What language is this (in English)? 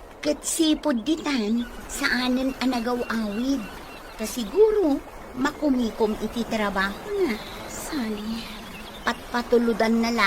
Iloko